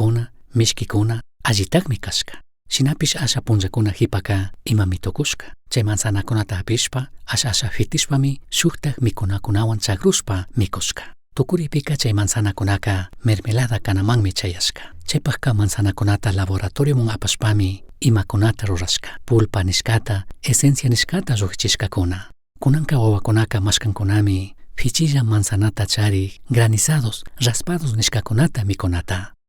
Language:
Chimborazo Highland Quichua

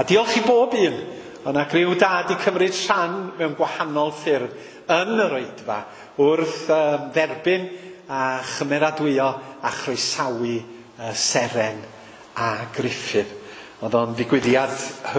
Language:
Welsh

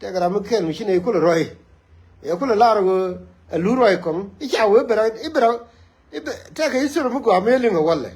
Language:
Nuer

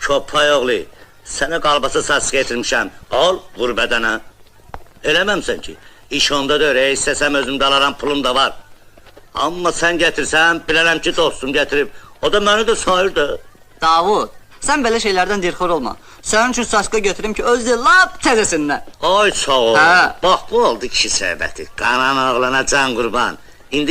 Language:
Azerbaijani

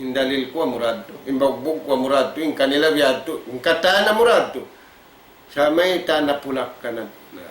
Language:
Tausug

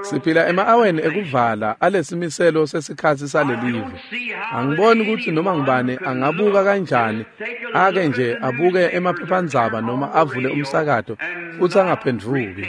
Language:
Swati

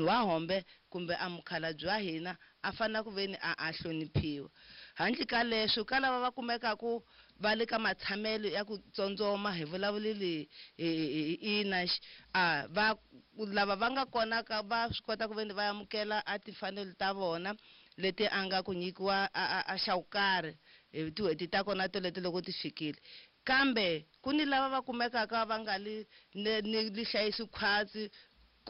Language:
Tsonga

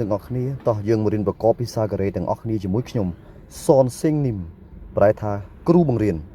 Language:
Khmer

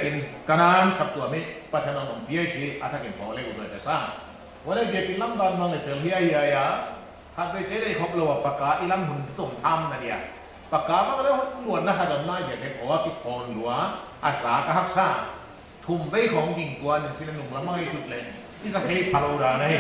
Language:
Paite Chin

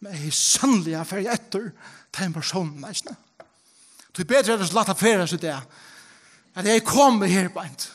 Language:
Faroese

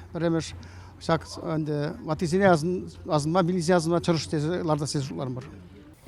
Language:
Chuvash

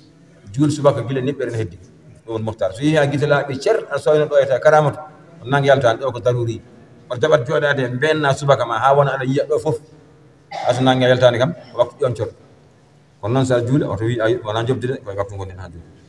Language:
Fula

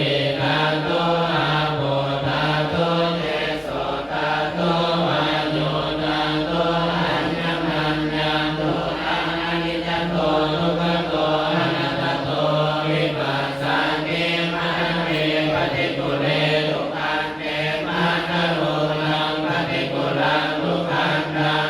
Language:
Pali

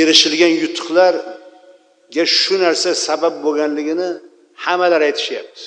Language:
Uzbek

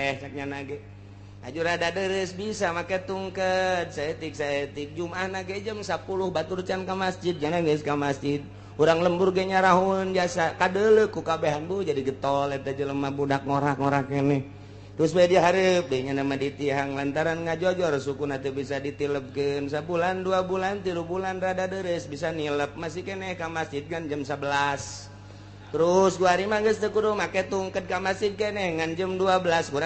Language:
Sundanese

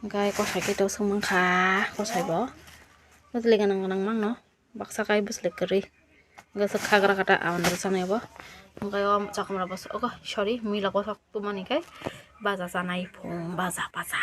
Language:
Kok Borok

